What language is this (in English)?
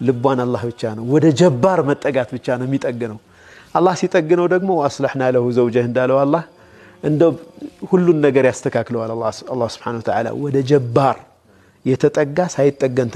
Amharic